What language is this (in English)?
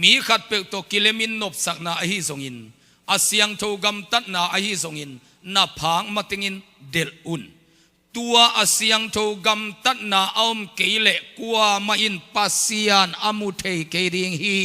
Tedim Chin